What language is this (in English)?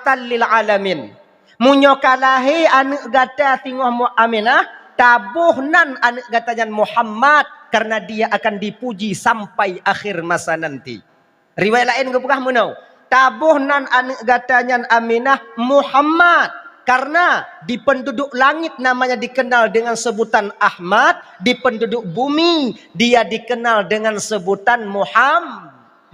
Achinese